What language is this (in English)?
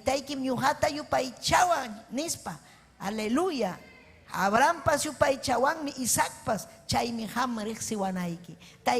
Ayacucho Quechua